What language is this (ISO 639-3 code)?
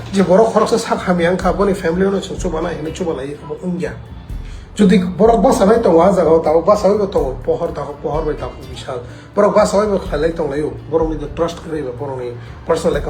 trp